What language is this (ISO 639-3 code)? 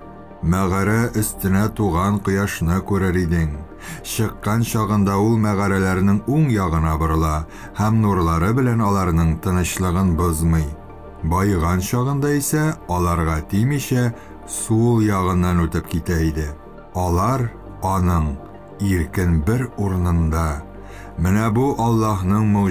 tat